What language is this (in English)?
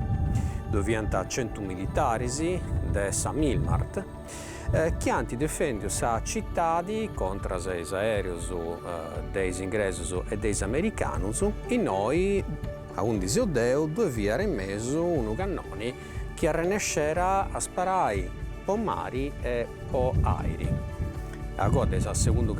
Sardinian